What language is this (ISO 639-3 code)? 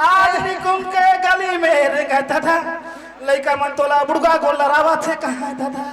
hne